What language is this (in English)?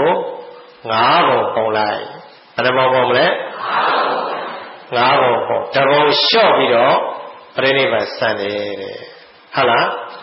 Burmese